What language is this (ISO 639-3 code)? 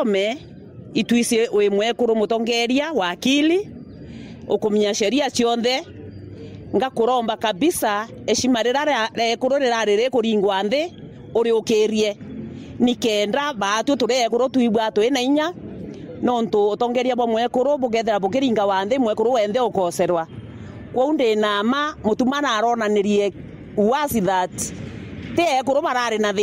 mer